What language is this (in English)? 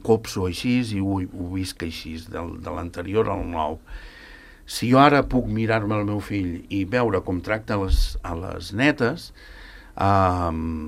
Catalan